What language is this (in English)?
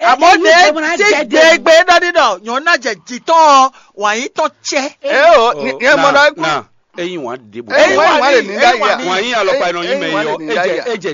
Fon